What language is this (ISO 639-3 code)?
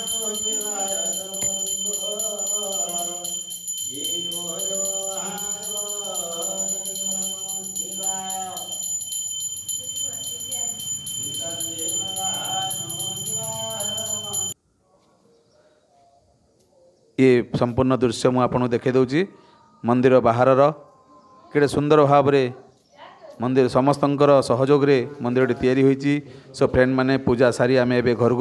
ori